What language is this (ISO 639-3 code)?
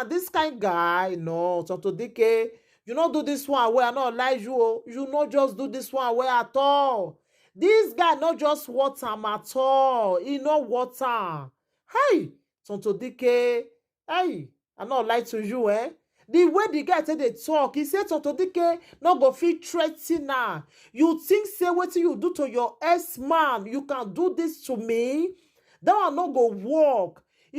pcm